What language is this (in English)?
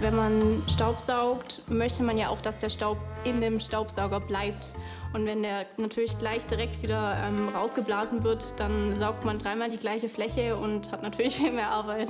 Swiss German